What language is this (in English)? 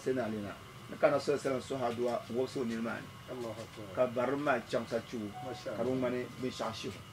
Dagbani